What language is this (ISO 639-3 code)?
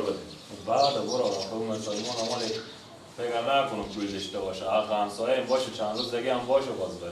fas